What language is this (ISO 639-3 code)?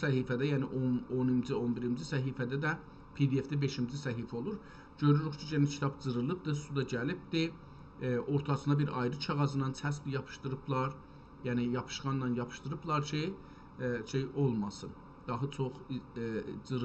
azb